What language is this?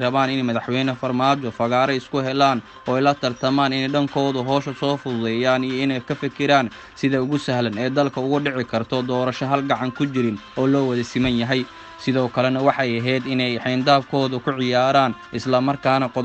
Somali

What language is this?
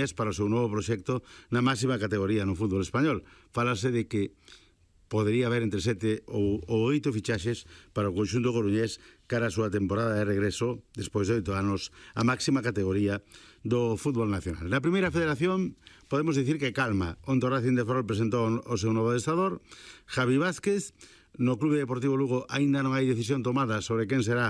Galician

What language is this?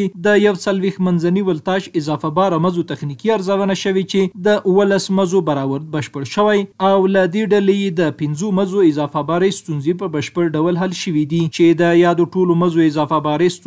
Pashto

